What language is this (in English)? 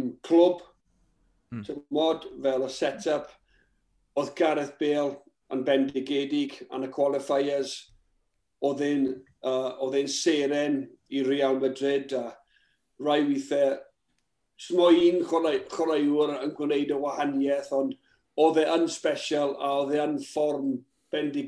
Welsh